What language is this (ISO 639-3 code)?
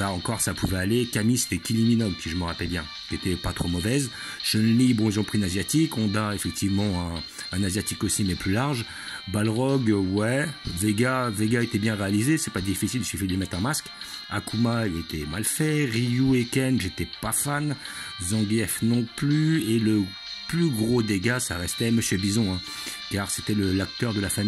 fra